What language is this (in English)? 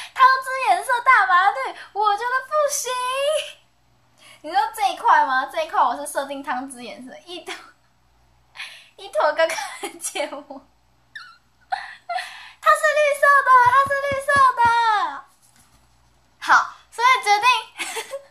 Chinese